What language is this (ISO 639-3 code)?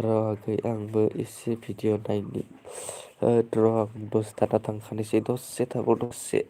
brx